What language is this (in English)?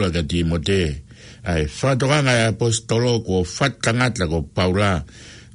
Tongan